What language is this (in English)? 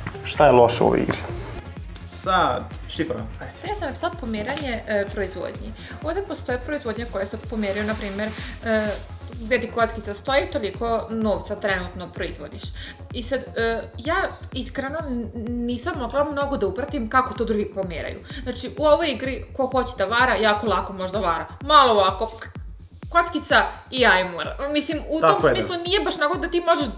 Serbian